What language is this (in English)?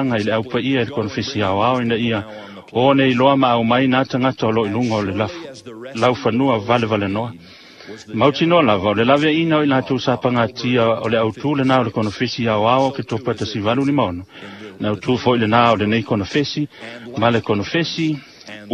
Samoan